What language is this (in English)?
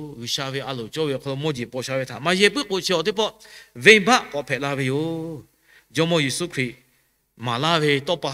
Lahu